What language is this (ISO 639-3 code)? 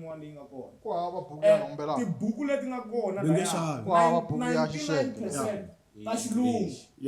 tso